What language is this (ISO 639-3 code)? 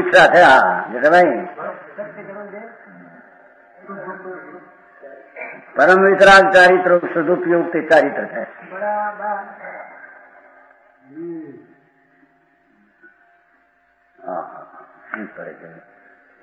guj